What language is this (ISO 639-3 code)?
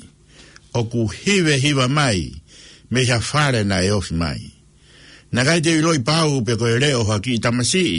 ton